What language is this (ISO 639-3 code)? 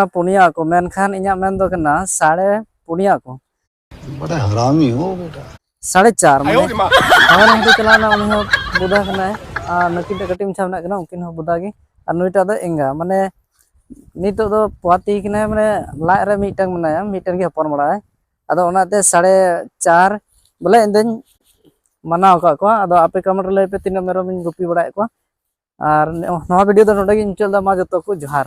sat